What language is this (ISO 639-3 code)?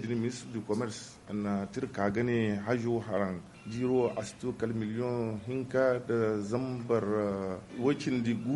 dje